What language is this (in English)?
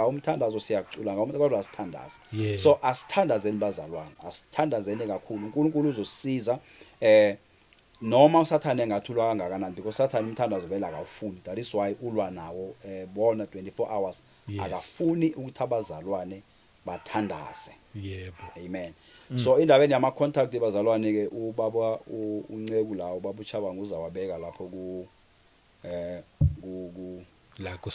Zulu